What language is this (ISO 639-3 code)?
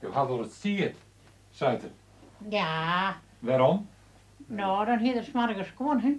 fry